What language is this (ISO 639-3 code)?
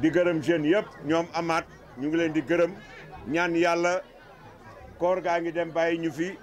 wol